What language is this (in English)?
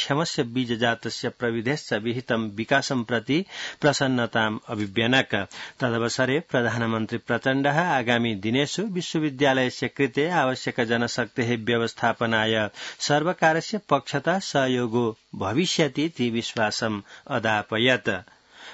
Sanskrit